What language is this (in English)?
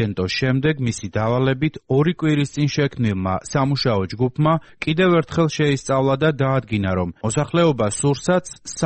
Georgian